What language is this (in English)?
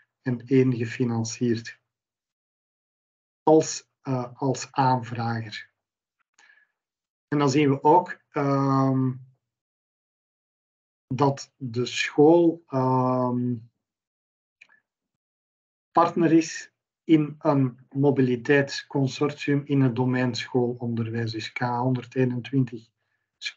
Dutch